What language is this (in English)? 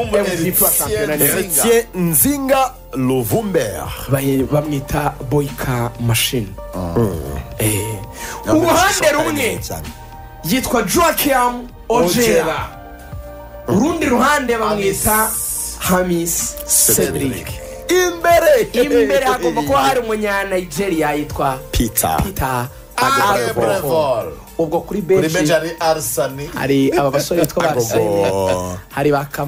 Kinyarwanda